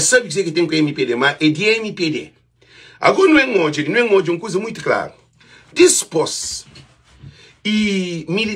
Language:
Kabuverdianu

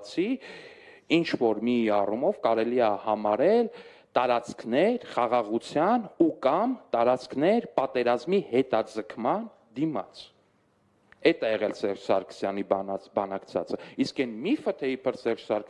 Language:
Armenian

